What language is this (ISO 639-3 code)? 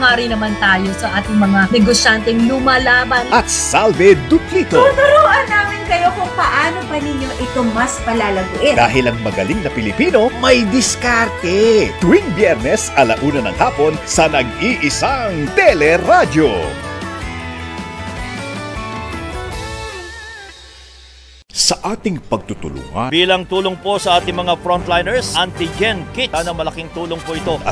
fil